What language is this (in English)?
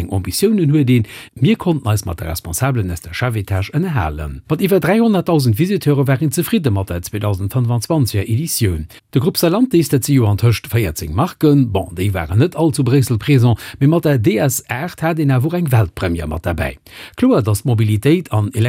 Luxembourgish